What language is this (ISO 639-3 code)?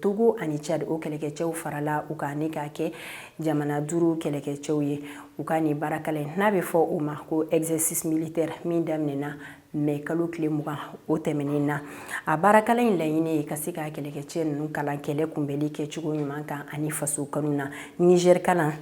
bam